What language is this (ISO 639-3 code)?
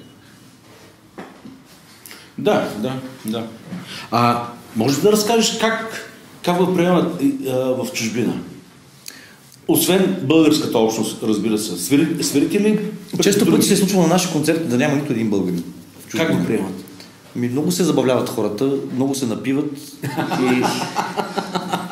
bul